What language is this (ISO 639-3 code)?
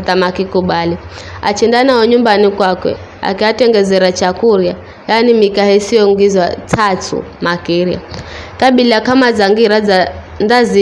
nyf